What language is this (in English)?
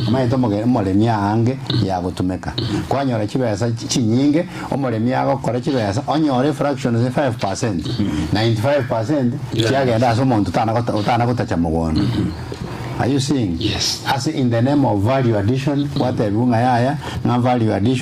Gusii